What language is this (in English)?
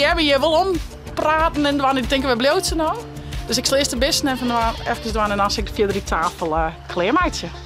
Western Frisian